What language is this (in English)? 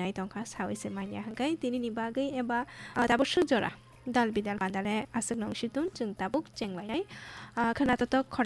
Kok Borok